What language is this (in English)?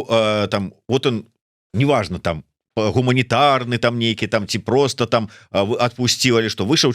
Belarusian